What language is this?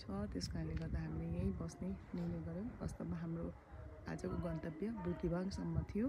Nepali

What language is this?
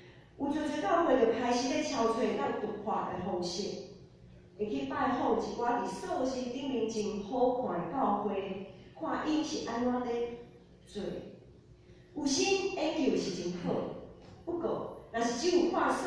Min Nan Chinese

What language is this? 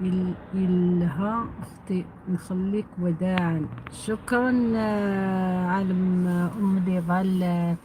Algerian Arabic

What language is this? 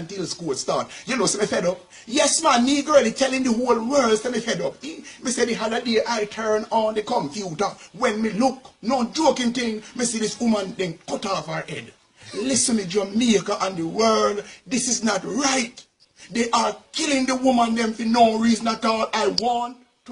Jamaican Creole English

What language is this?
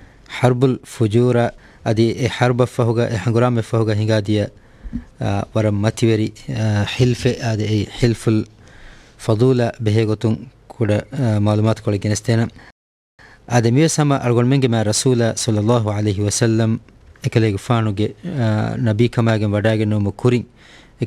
Divehi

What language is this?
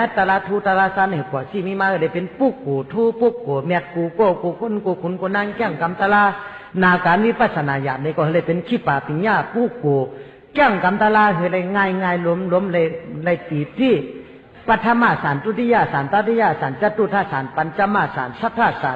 Shan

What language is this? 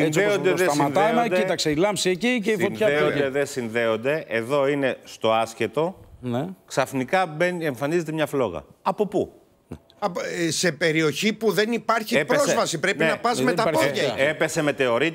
Greek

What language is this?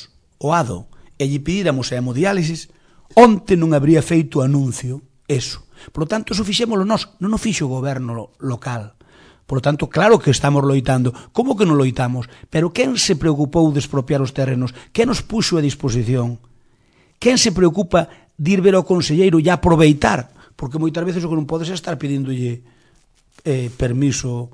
Galician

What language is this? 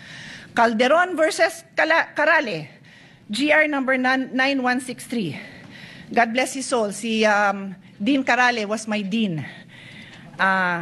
Filipino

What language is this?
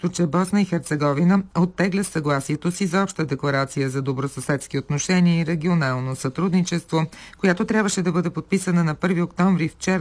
Bulgarian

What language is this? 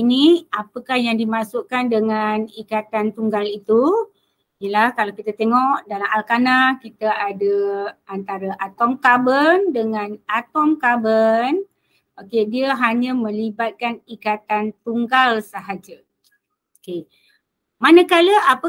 Malay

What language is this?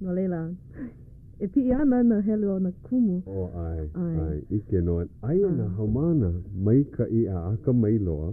Hawaiian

